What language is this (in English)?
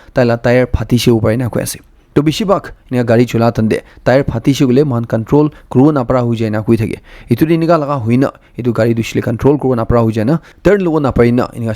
Naga Pidgin